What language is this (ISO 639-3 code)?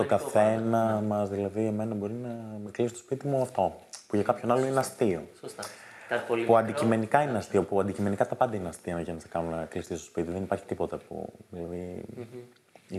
ell